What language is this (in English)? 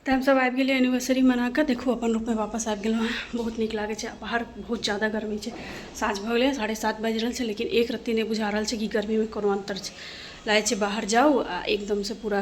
Maithili